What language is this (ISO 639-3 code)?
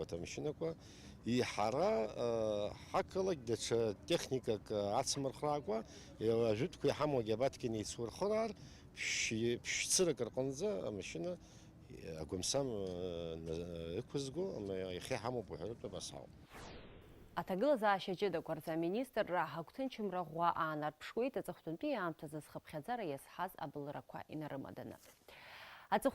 abk